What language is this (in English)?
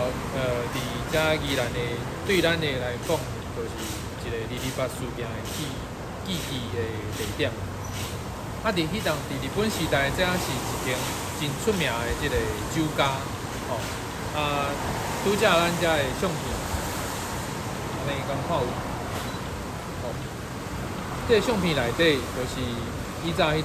Min Nan Chinese